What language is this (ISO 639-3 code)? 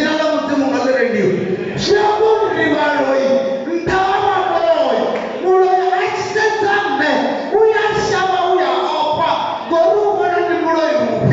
ven